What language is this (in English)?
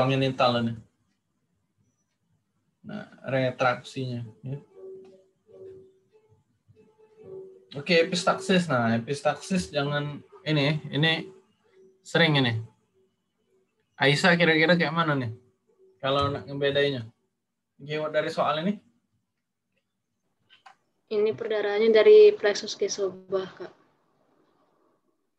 Indonesian